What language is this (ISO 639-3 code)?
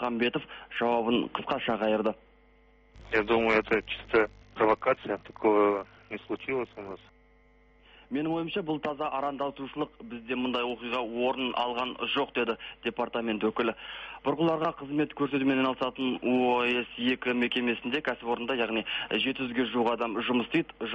kaz